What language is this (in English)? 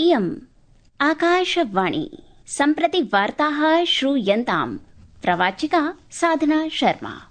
Sanskrit